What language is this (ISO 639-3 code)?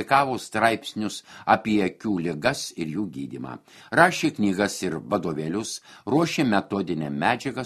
lit